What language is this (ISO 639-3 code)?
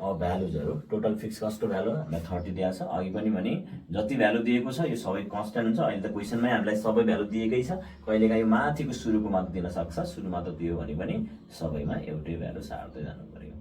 nep